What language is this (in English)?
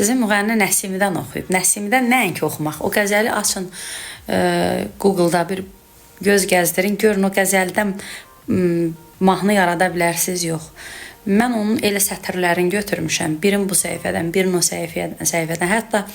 Azerbaijani